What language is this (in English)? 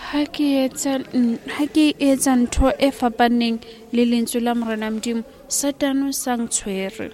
Southern Sotho